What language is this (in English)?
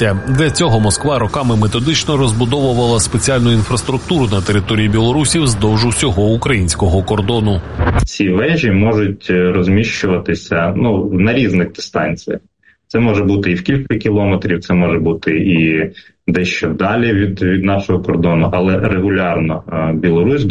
Ukrainian